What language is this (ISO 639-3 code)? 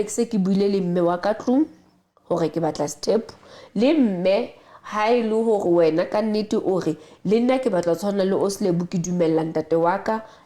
sot